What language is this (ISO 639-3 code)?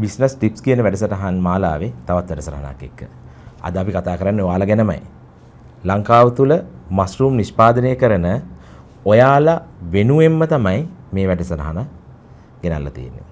sin